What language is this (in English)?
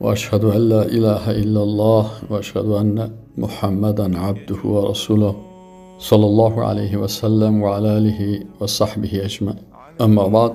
Persian